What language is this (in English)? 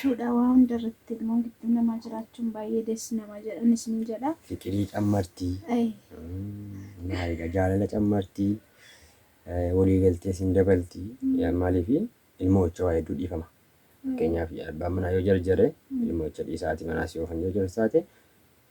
Oromo